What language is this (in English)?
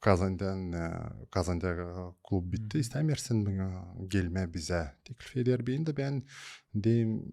Gagauz